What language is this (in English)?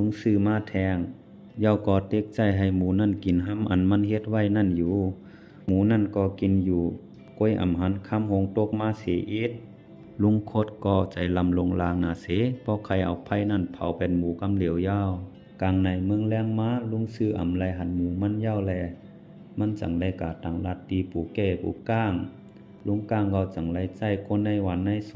Shan